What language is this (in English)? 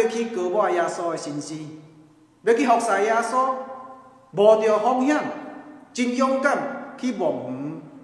Min Nan Chinese